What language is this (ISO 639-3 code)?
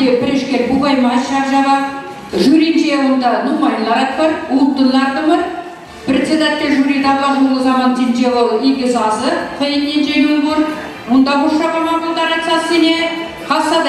chv